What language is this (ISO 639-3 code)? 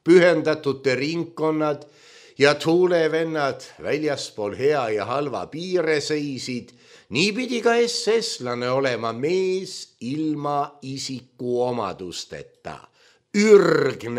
est